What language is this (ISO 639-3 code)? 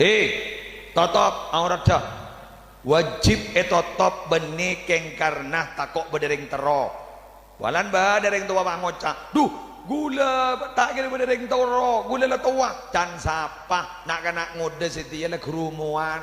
mad